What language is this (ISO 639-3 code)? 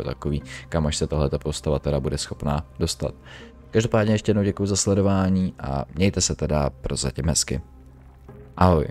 ces